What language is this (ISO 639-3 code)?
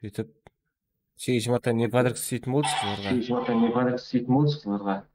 kaa